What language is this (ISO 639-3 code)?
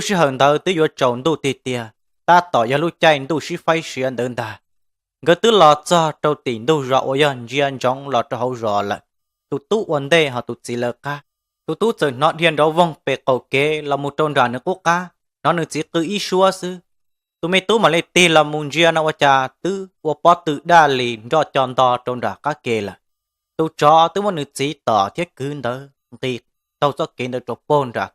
hmn